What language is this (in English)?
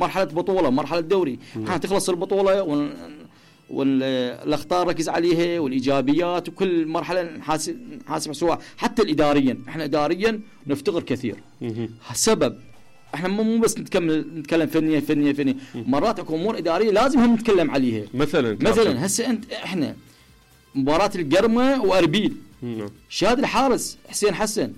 Mesopotamian Arabic